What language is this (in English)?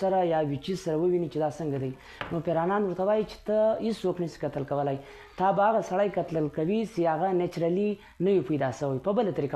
Pashto